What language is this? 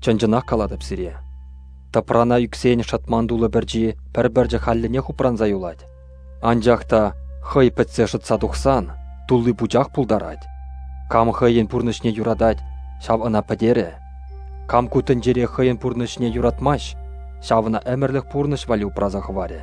Chuvash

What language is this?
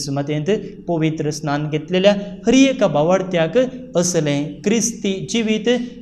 Konkani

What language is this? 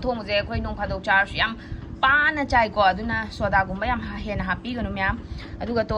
Manipuri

